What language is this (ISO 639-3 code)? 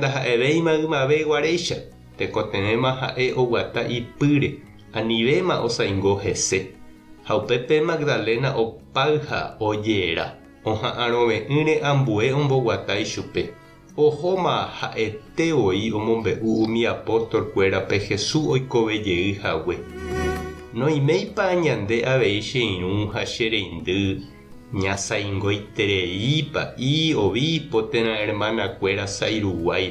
grn